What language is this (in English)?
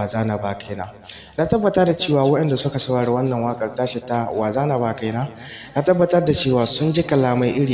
Hausa